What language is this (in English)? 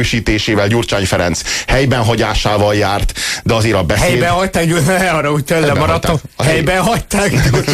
Hungarian